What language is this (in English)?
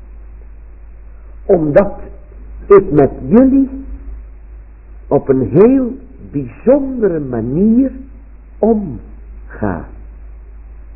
Dutch